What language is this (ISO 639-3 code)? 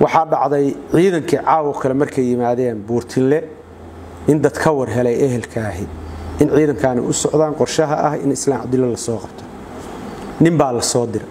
som